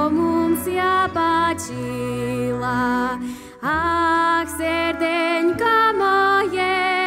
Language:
Slovak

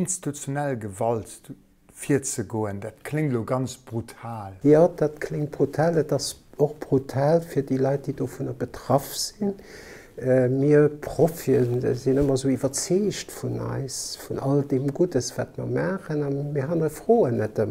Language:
Luxembourgish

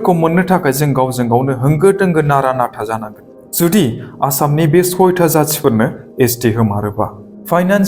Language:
Bodo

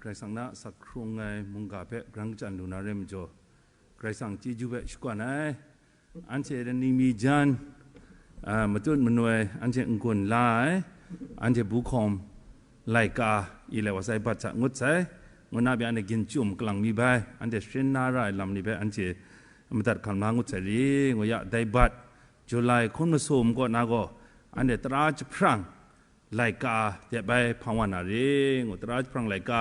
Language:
Kachin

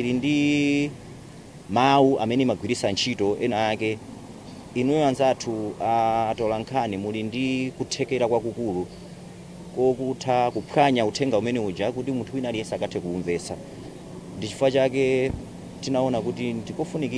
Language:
Nyanja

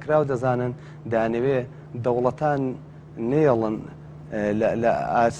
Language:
Central Kurdish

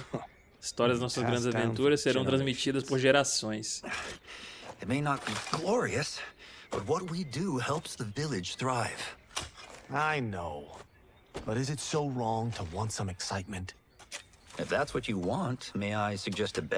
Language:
Portuguese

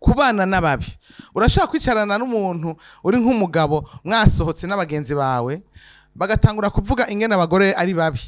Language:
Rundi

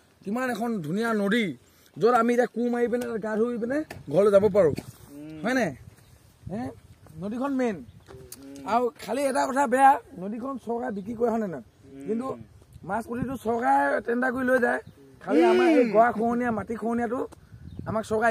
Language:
Assamese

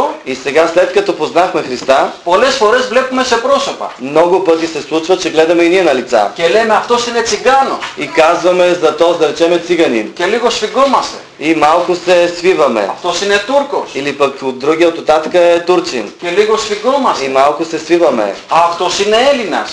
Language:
Bulgarian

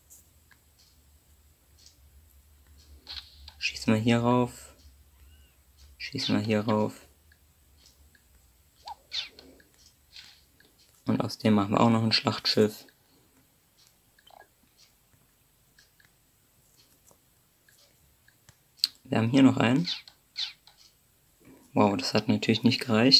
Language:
German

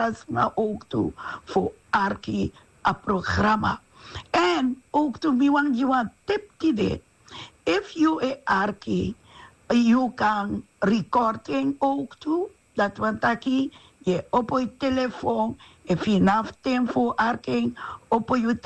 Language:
Sranan Tongo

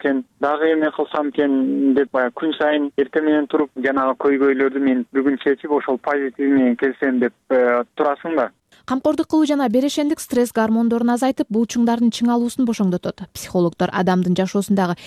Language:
Kyrgyz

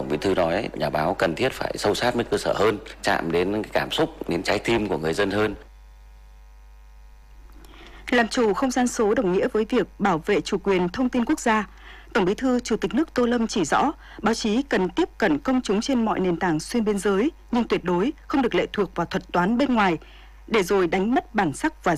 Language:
Vietnamese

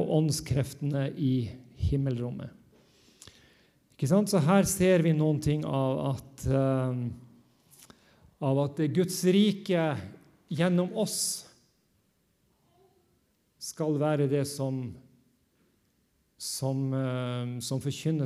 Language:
Norwegian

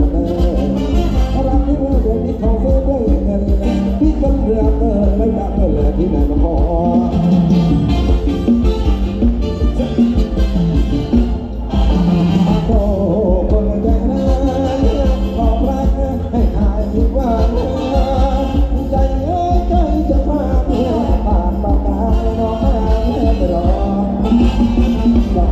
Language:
Thai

